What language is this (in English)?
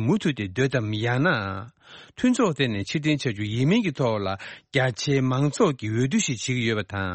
Tibetan